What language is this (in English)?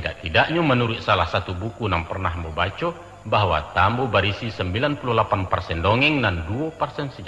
Minangkabau